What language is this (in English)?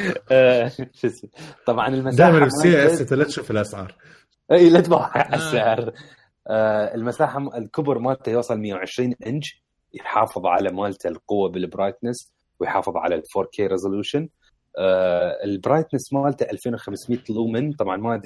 Mesopotamian Arabic